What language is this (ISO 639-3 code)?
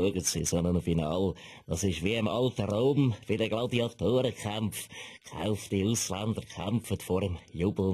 gsw